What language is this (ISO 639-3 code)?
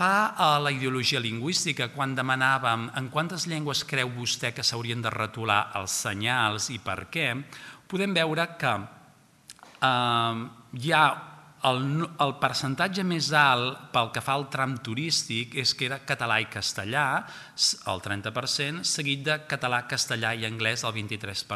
cat